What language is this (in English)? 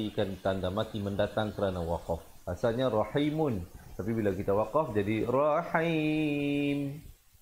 Malay